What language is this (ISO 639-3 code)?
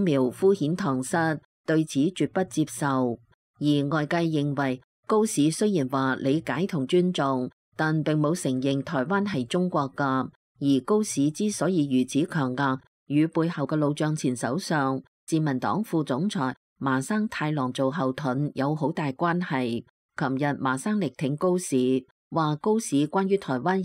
yue